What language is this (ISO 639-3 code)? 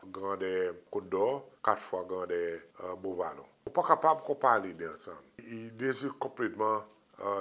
crs